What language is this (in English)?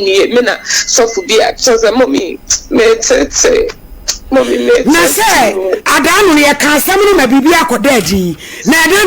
Akan